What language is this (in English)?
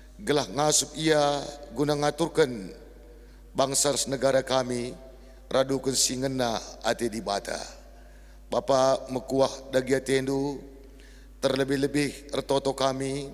Batak Karo